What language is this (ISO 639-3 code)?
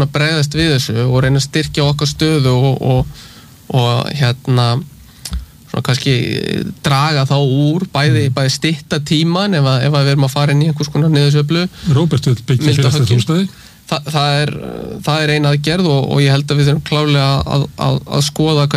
isl